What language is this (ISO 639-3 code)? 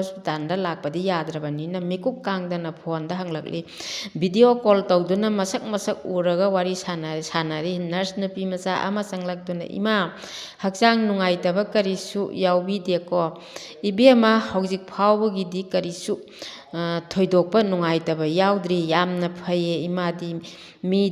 mni